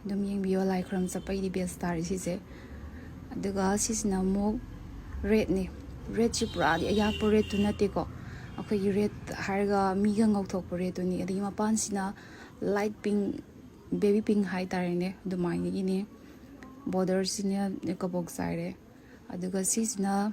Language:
Manipuri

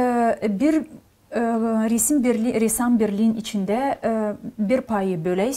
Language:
Gagauz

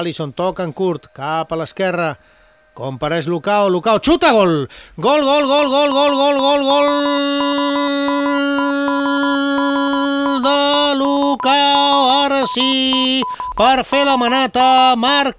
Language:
Catalan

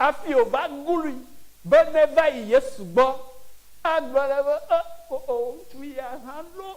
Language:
Ewe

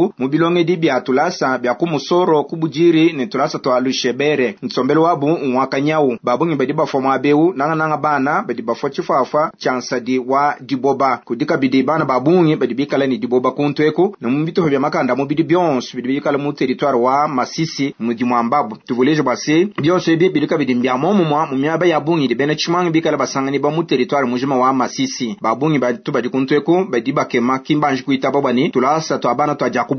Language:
Luba-Lulua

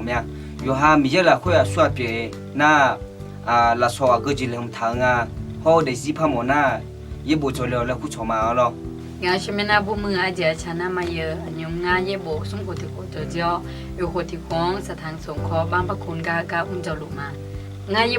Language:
Akha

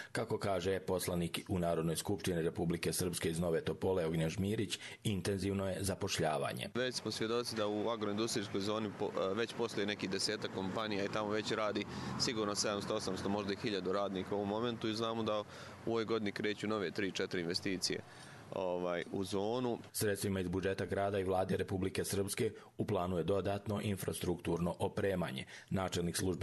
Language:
Croatian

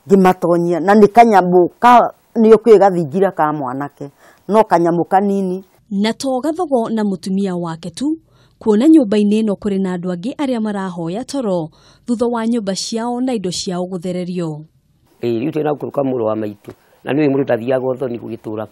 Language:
Kikuyu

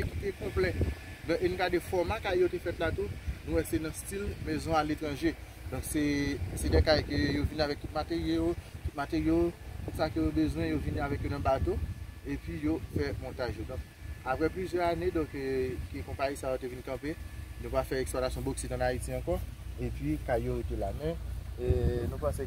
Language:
Haitian Creole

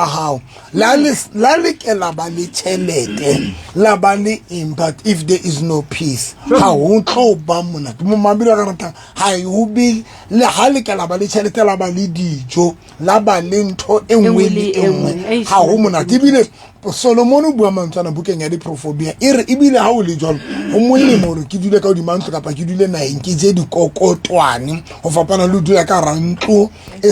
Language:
Southern Sotho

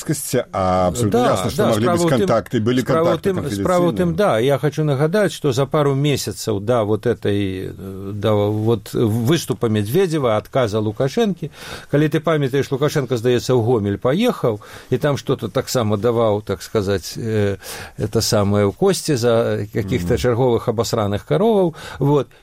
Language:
Belarusian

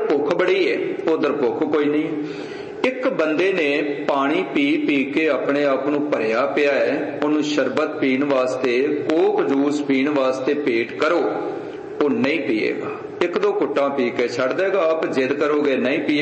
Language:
Punjabi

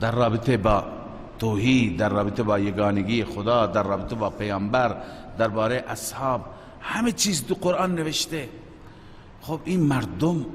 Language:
Persian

